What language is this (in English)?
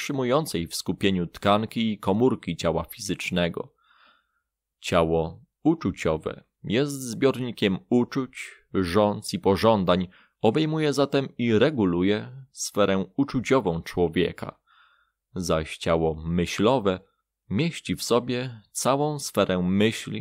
Polish